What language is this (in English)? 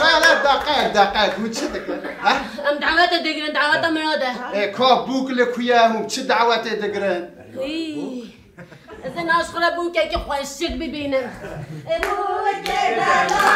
Kurdish